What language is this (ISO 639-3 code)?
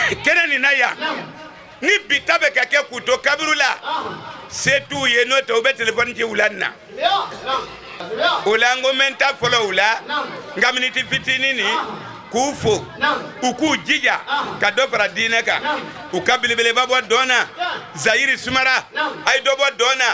bam